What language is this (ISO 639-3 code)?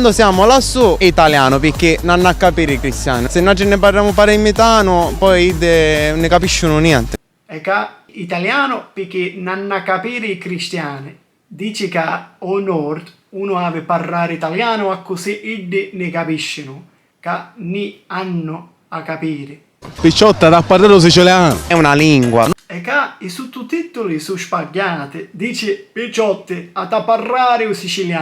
scn